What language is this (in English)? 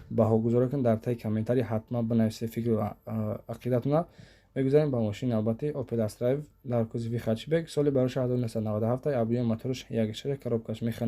Tajik